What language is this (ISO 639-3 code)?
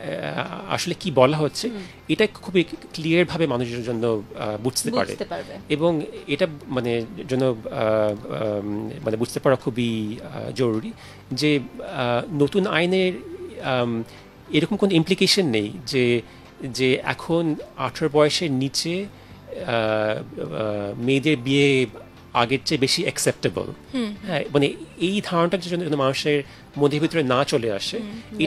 ben